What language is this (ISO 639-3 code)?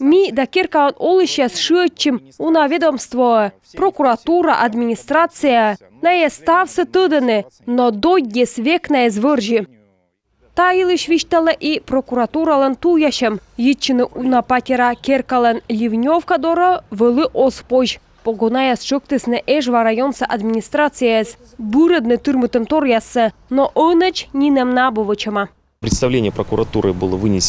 kom